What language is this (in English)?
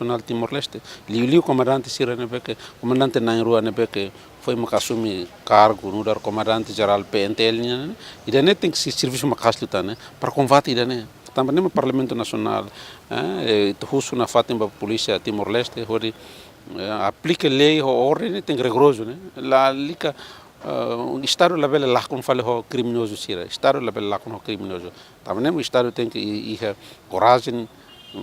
Tetum